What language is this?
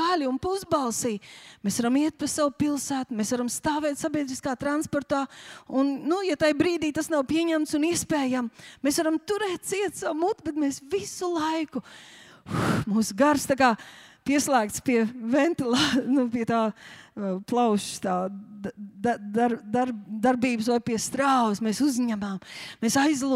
Latvian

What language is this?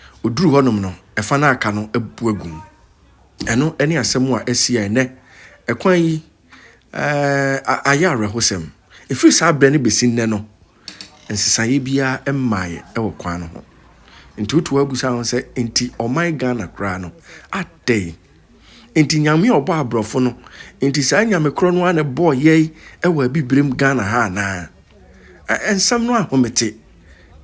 Akan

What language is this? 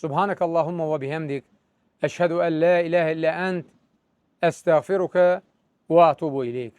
Azerbaijani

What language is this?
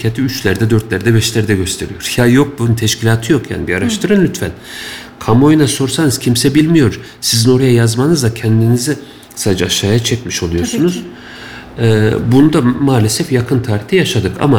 Turkish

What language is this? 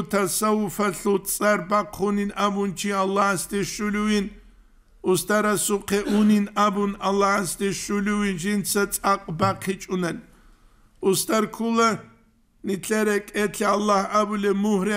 Avaric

